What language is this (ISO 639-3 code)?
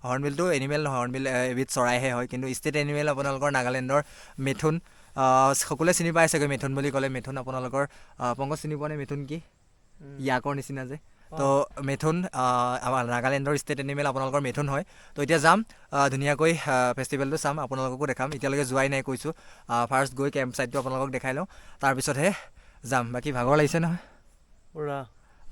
asm